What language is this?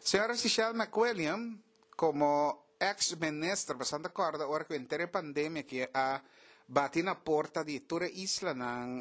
Papiamento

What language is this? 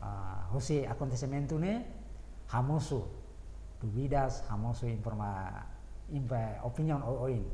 Tetum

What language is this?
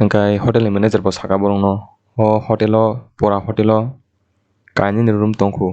Kok Borok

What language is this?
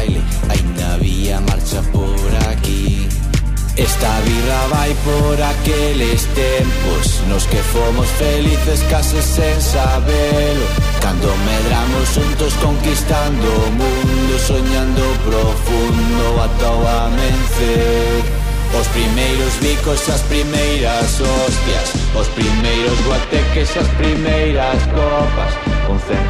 Galician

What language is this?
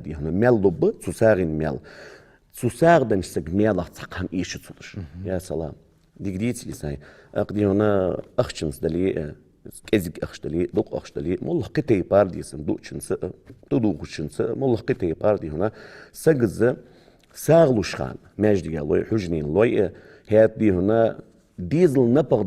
Ingush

